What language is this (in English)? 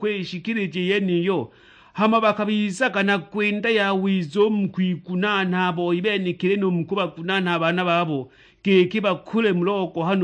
Sukuma